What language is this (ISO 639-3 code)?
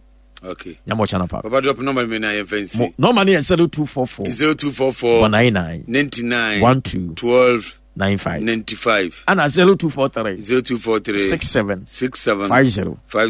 aka